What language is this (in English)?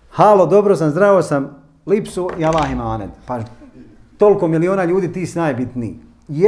Bosnian